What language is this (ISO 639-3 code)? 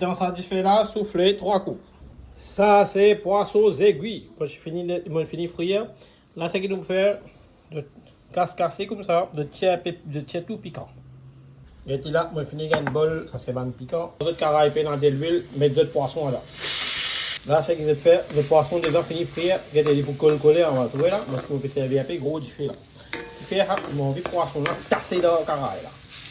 mfe